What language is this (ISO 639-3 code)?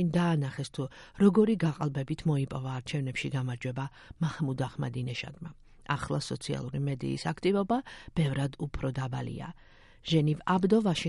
kat